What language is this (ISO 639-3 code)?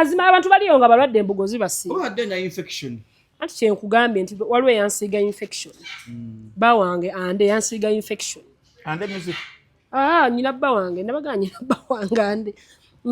lug